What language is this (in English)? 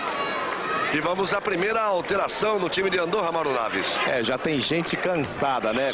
Portuguese